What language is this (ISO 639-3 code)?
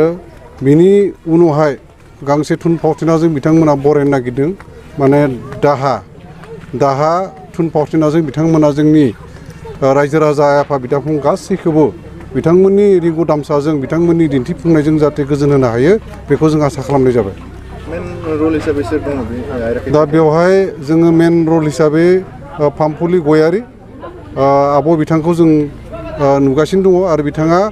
brx